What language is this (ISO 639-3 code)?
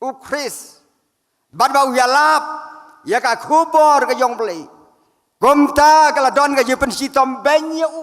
kha